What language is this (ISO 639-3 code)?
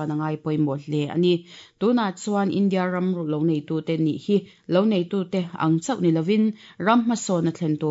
lus